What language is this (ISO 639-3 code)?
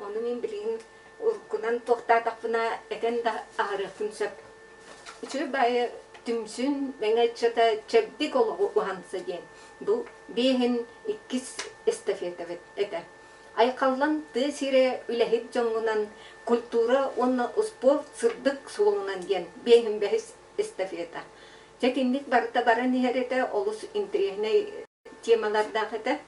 sah